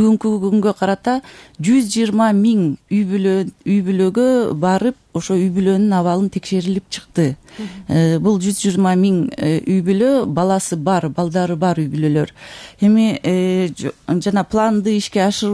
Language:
Kyrgyz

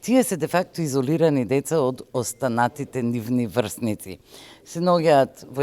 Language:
Macedonian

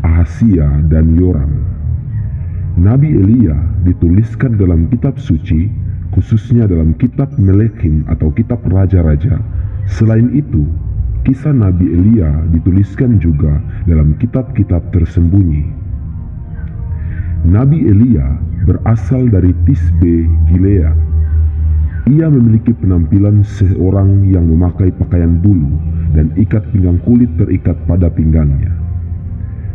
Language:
Indonesian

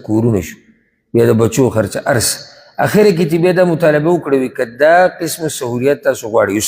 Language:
Pashto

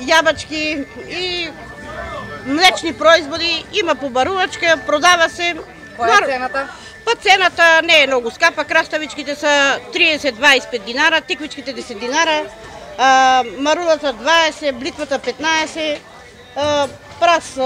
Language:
Macedonian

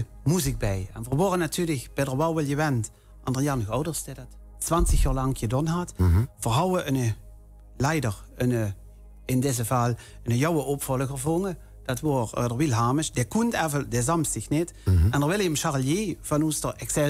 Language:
Limburgish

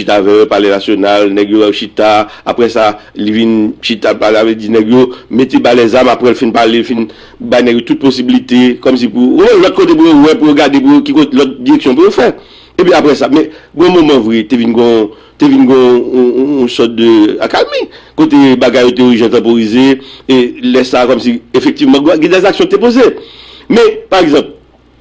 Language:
Haitian Creole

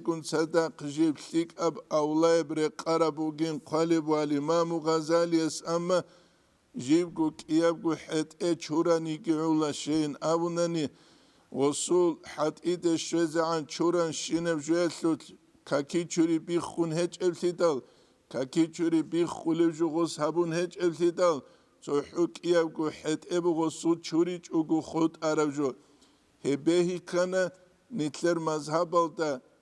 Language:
Avaric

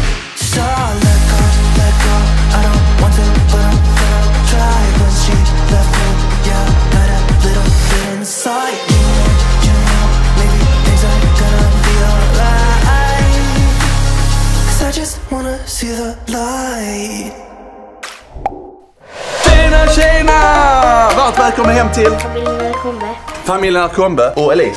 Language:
Swedish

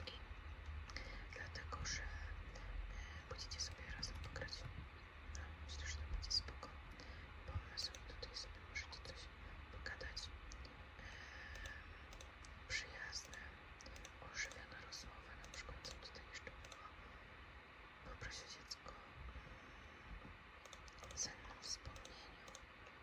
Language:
Polish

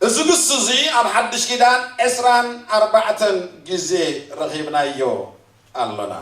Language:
Tigrinya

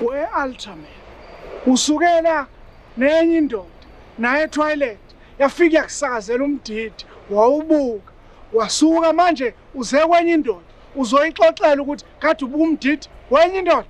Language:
Zulu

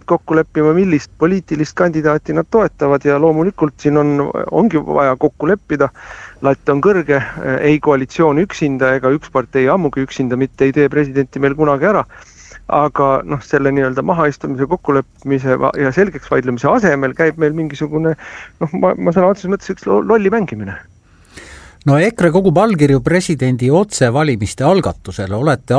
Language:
Estonian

